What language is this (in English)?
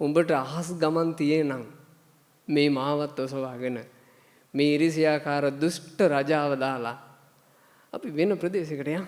Sinhala